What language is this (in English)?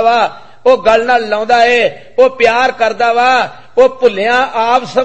Punjabi